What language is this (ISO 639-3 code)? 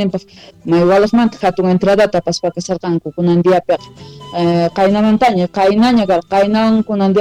que